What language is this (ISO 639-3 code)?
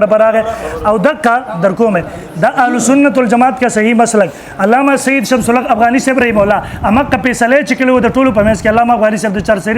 pus